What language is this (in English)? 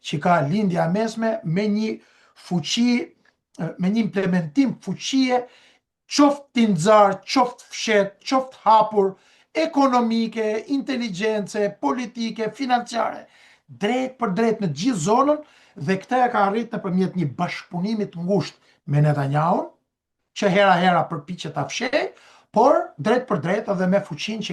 Albanian